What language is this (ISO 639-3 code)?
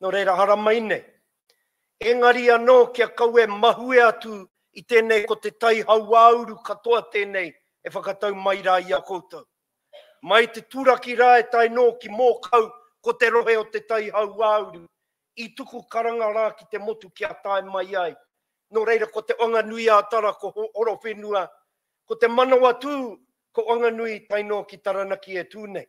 mri